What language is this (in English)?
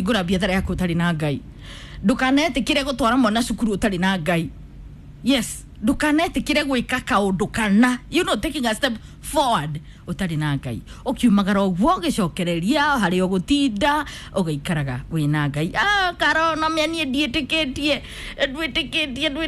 Kikuyu